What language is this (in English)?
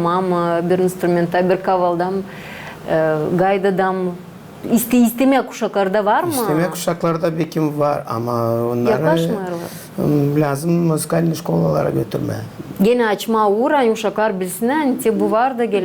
Gagauz